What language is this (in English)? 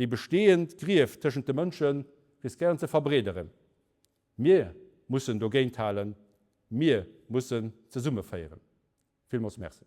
Luxembourgish